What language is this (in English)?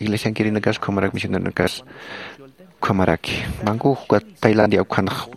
Aymara